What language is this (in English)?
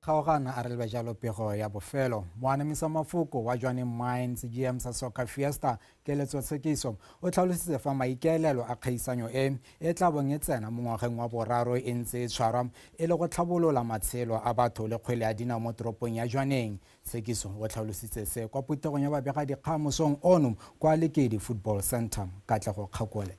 Tswana